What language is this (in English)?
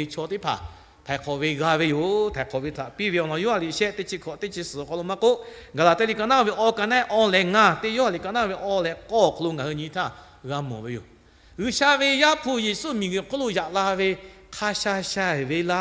Lahu